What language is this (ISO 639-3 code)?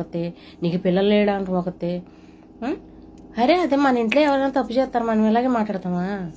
tel